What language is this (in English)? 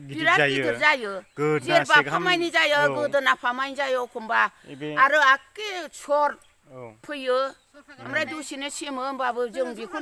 Bodo